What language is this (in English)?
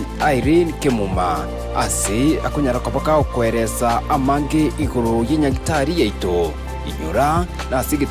Gusii